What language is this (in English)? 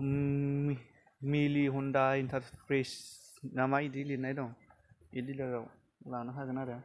Bodo